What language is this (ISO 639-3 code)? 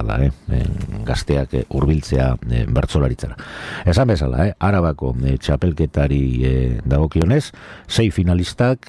eus